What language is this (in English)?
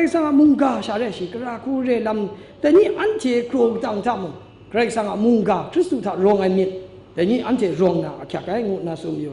Kachin